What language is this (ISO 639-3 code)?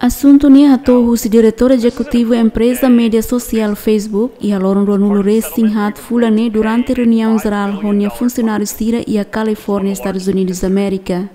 tet